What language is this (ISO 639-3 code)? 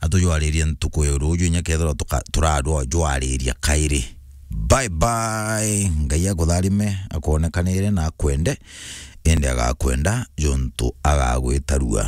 mer